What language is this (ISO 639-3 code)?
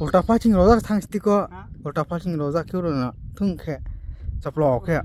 trp